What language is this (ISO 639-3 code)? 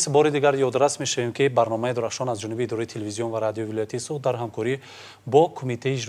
tgk